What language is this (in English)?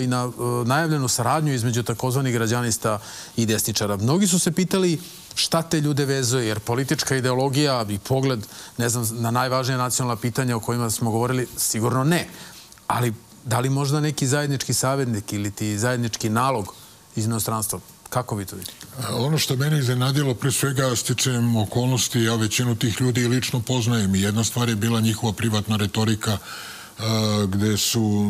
Serbian